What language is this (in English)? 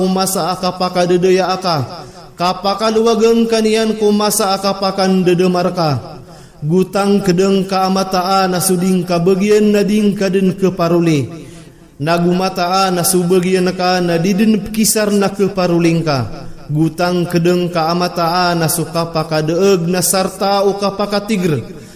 Maranao